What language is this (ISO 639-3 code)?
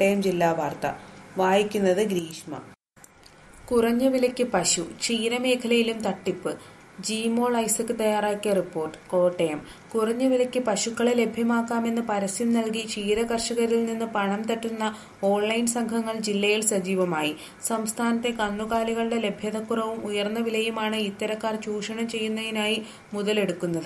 mal